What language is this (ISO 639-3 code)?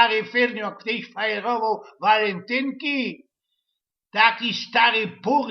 szl